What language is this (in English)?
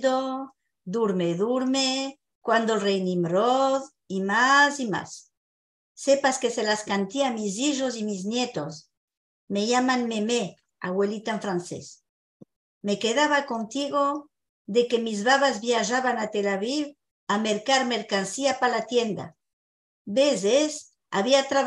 Ladino